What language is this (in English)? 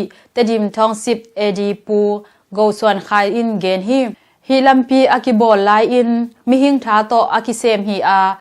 Tedim Chin